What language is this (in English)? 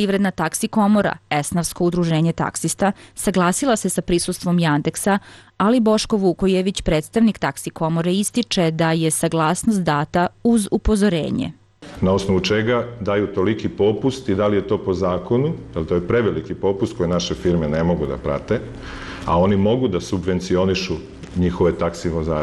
Serbian